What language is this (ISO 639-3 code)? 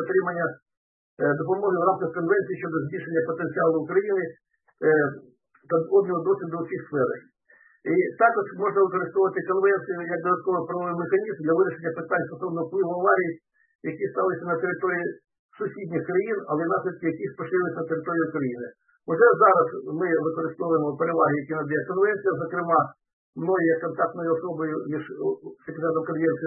ukr